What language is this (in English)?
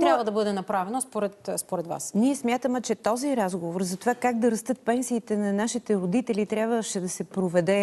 Bulgarian